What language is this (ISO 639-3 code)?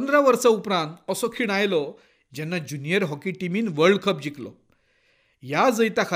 kok